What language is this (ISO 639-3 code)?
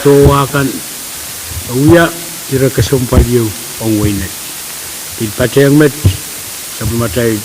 pon